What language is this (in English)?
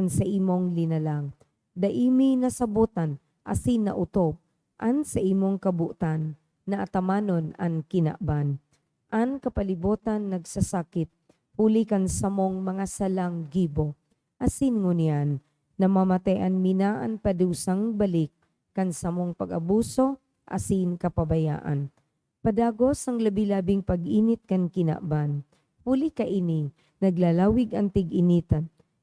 Bikol